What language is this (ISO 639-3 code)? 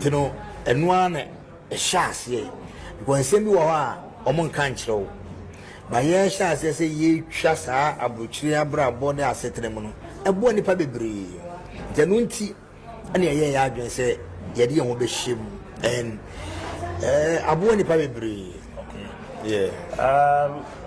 aka